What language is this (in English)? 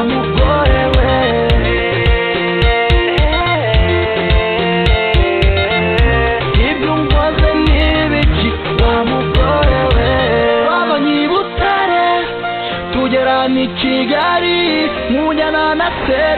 Kinyarwanda